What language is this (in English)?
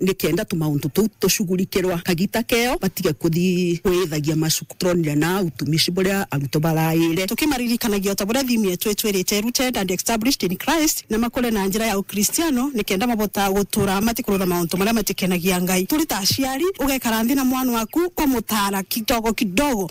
Meru